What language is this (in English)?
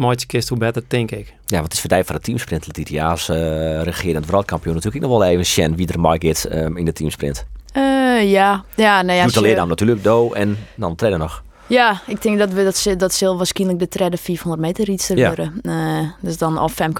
Western Frisian